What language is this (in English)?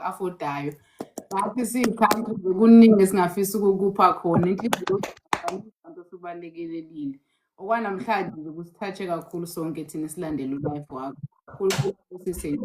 Zulu